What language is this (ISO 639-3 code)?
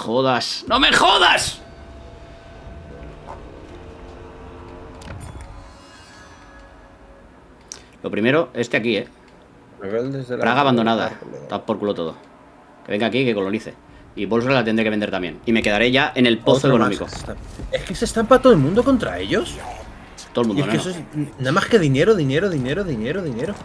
spa